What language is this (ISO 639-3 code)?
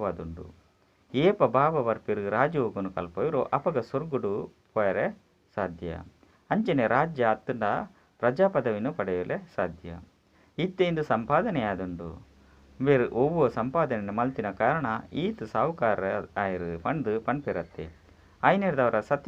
tcy